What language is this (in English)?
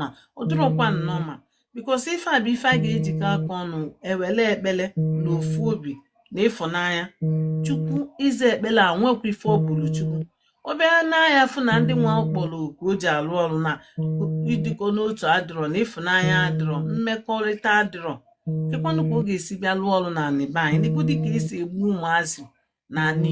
Igbo